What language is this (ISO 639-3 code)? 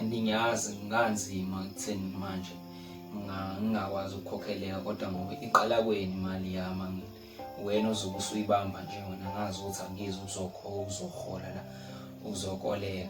zul